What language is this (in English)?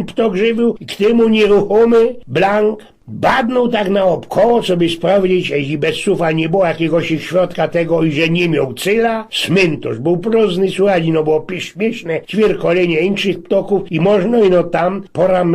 Silesian